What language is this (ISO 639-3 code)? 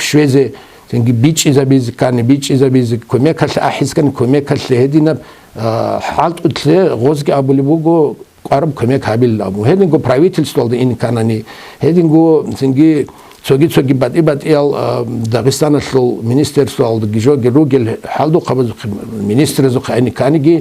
ava